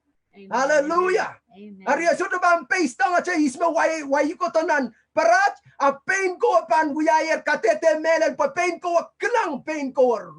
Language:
Pohnpeian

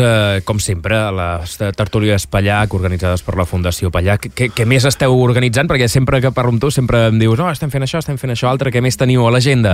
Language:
Catalan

